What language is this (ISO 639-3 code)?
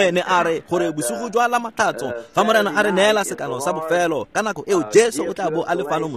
tsn